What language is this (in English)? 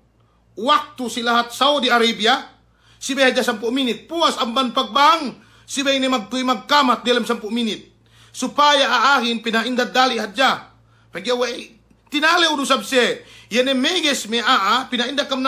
Yakan